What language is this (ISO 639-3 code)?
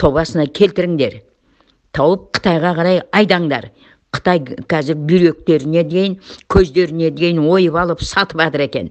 kaz